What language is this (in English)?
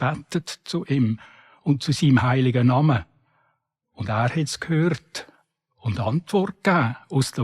Swiss German